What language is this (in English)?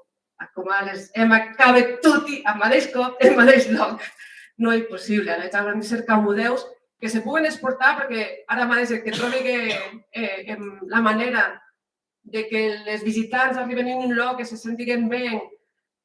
Occitan